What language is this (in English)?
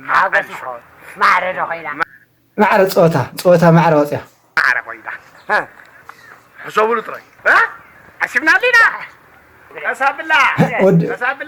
Tigrinya